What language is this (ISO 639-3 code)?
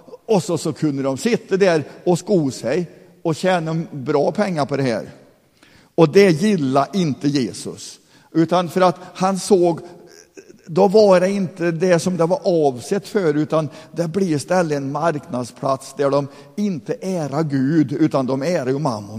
swe